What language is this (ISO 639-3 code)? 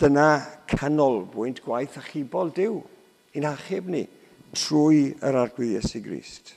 cym